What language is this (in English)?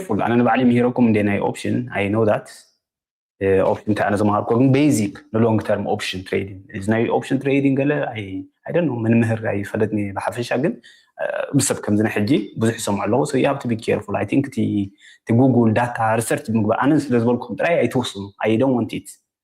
Tigrinya